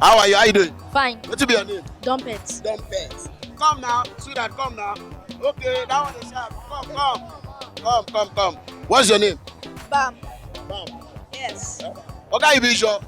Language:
Nigerian Pidgin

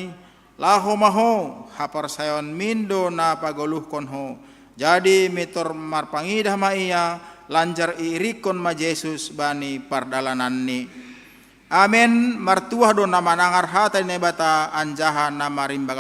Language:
Batak Simalungun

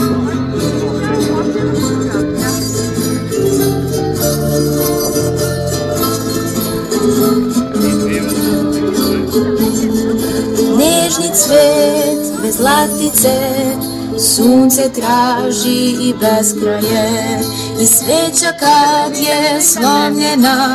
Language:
Serbian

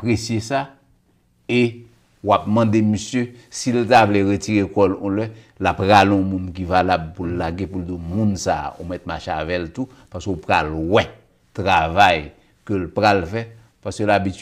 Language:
Haitian Creole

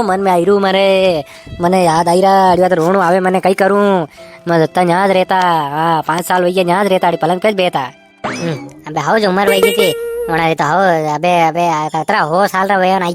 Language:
Rajasthani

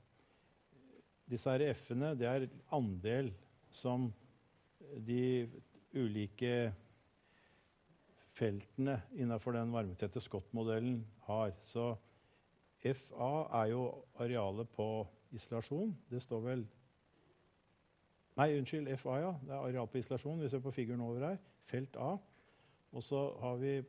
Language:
Norwegian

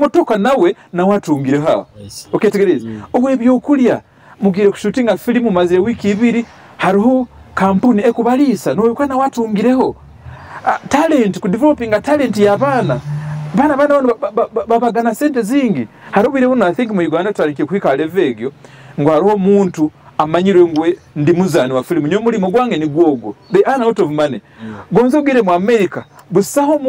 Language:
Nyoro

